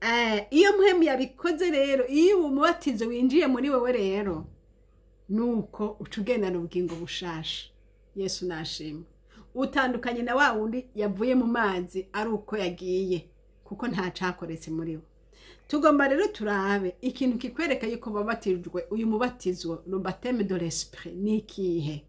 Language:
Rundi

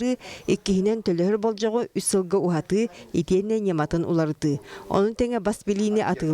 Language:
Yakut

